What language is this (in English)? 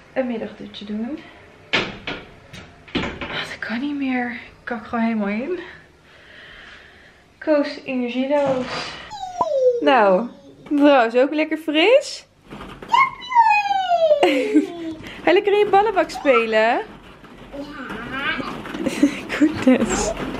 Dutch